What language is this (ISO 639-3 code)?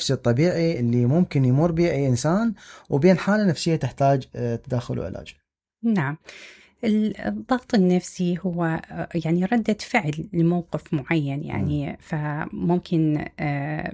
acm